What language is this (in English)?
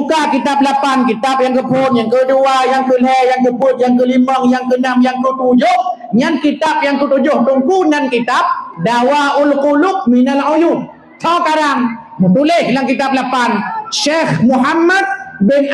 Achinese